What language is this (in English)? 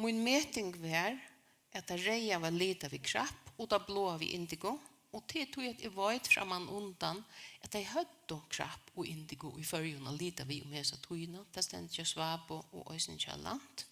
Faroese